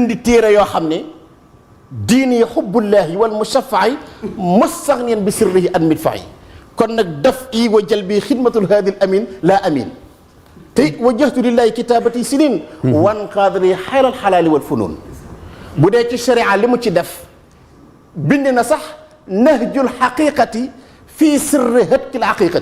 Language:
Wolof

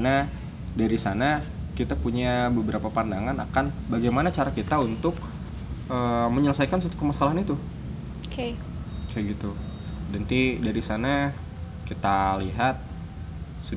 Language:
Indonesian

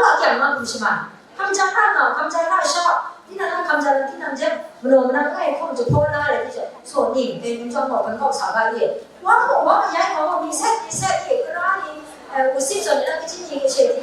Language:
Kachin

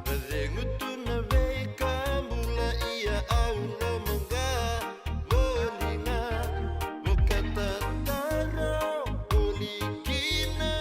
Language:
Fijian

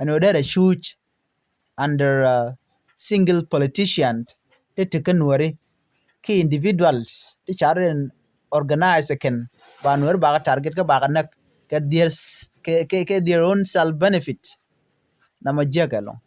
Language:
Nuer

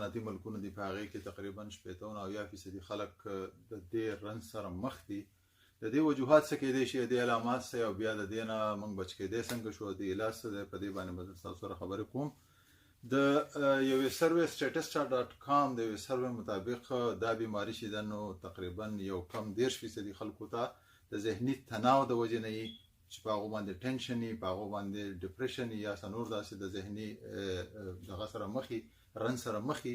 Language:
Pashto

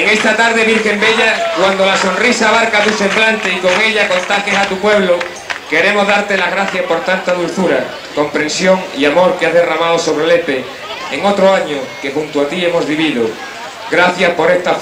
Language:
Spanish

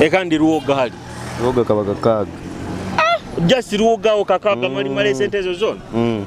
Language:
Nyoro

